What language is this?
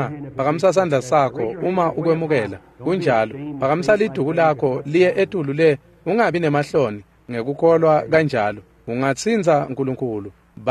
Swati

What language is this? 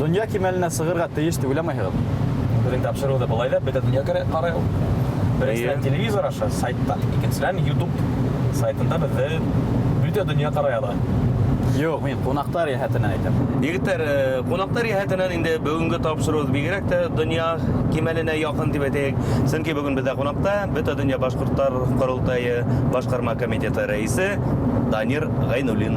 Bashkir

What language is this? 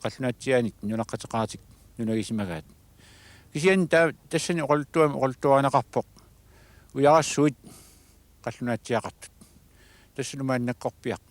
Kalaallisut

